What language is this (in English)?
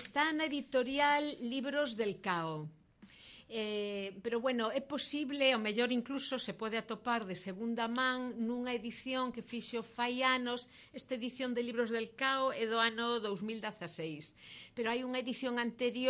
Galician